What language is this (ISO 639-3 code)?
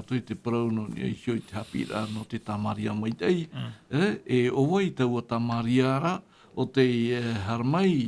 tah